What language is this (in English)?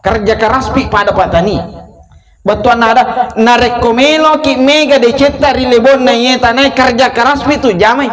Buginese